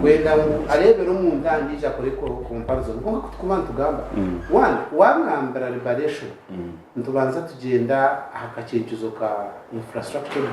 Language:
Nyankole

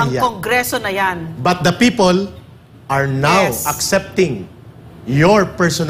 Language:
Filipino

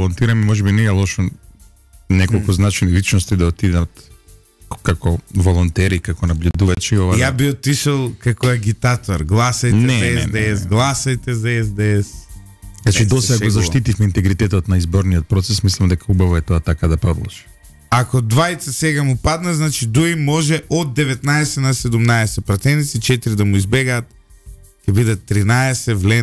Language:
Macedonian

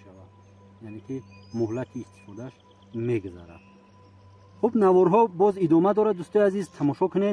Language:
Tajik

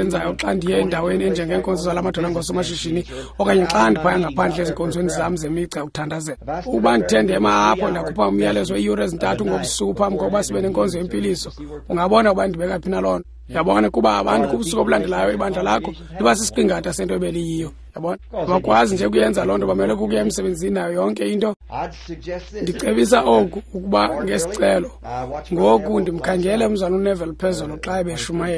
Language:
Xhosa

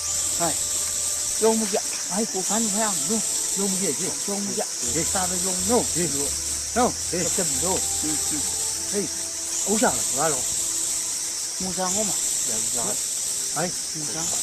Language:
Chang Naga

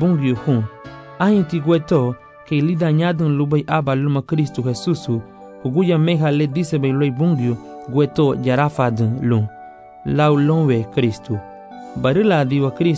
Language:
Garifuna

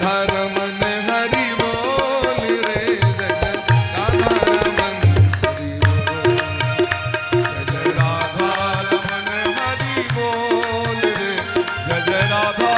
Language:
Maithili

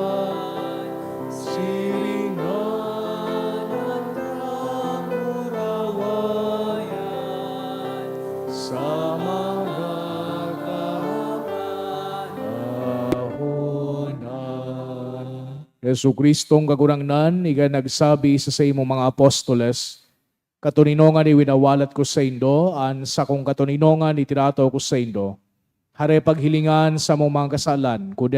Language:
Bikol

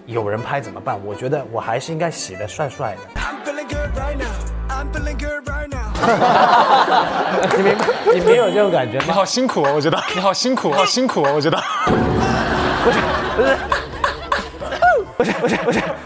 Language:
Chinese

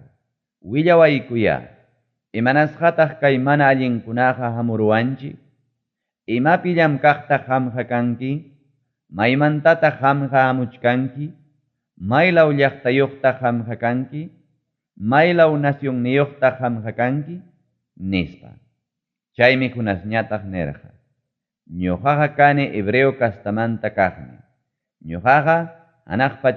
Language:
Ayacucho Quechua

